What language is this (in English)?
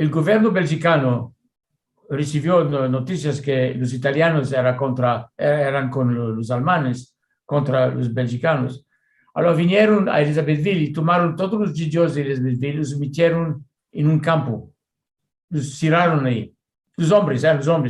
Ladino